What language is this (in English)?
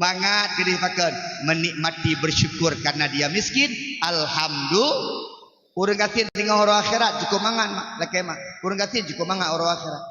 Achinese